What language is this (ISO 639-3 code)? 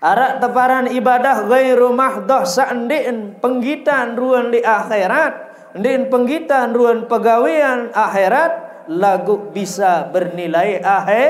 sas